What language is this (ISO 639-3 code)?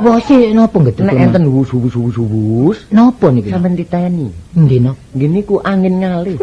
jav